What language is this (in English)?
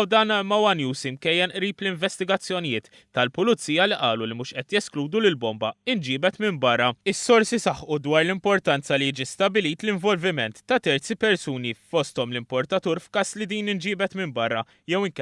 Maltese